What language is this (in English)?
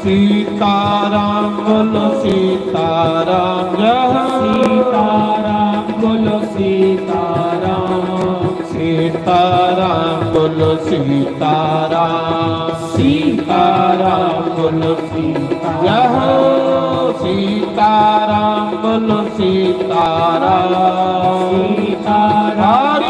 Dogri